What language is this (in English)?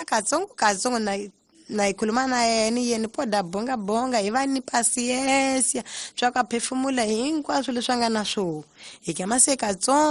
Tsonga